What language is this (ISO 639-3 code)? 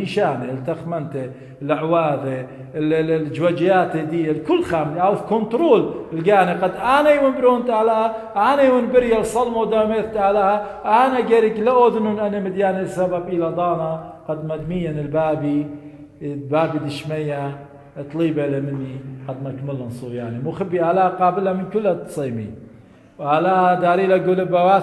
aii